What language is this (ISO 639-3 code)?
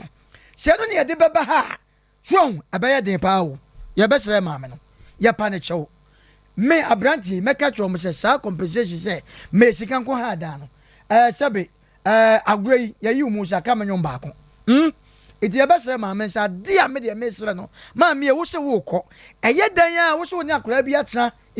aka